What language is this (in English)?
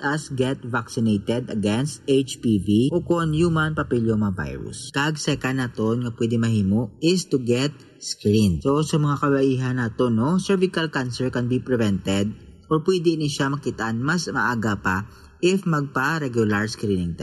Hiligaynon